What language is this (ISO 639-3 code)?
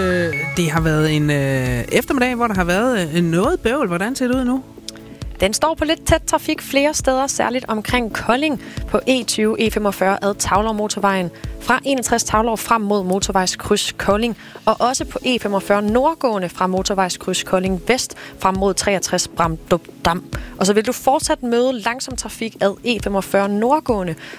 dan